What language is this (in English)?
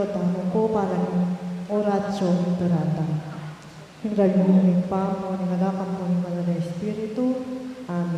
Pampanga